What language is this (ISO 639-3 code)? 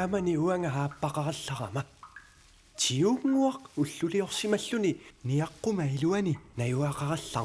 kal